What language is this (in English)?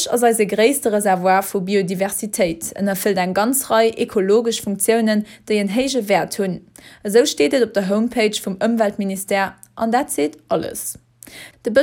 Luxembourgish